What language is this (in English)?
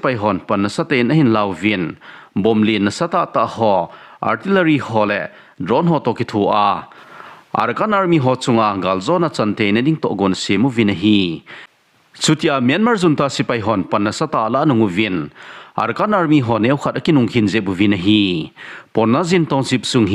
Thado Chin